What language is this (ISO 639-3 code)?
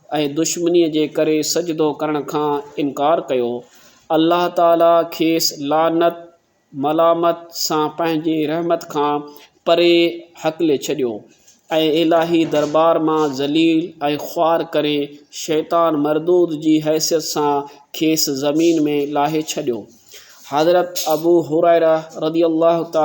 snd